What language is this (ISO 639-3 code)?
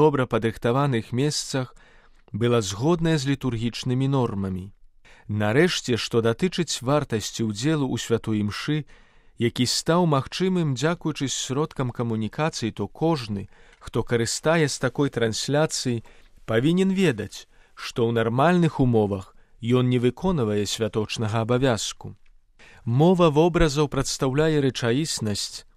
bel